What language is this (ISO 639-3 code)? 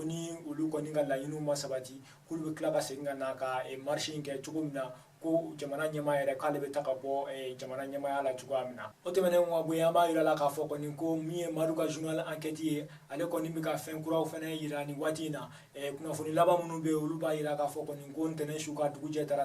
bam